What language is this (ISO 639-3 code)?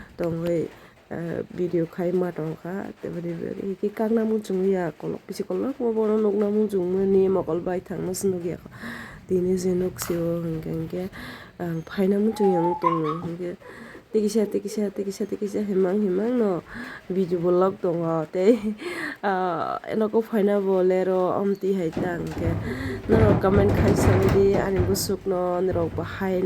trp